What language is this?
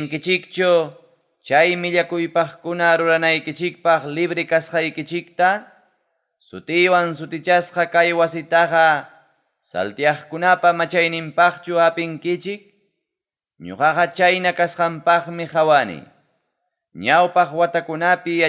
Ayacucho Quechua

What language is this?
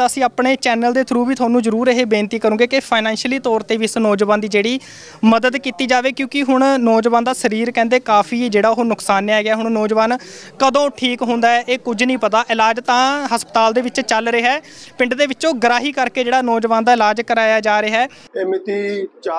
Punjabi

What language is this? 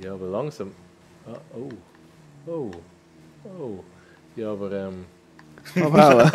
Swiss German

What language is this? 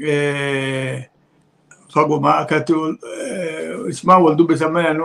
Oromo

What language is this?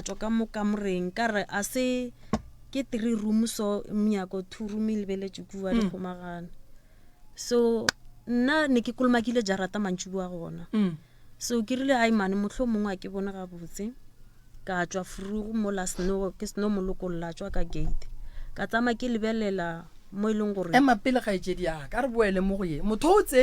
Northern Sotho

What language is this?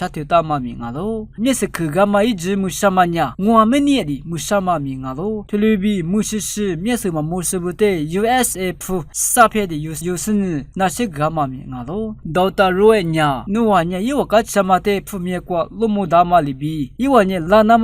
Lisu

